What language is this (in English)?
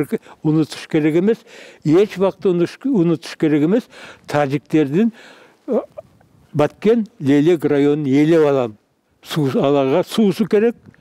Kyrgyz